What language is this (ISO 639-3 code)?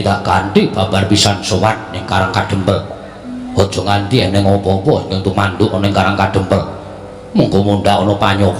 jav